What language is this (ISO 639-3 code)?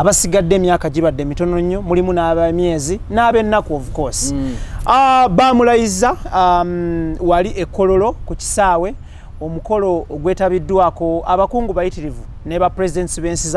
lug